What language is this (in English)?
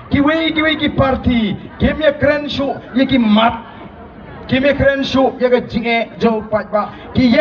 Khasi